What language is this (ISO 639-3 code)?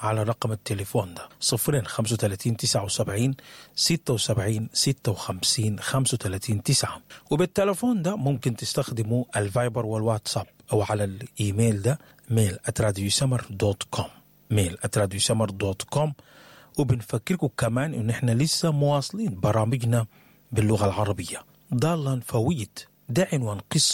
apd